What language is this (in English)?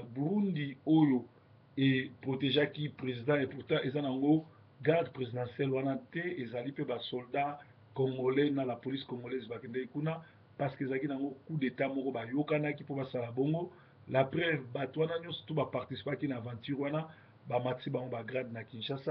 Lingala